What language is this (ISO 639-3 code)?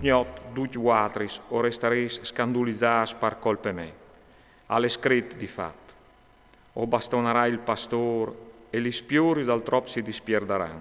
fur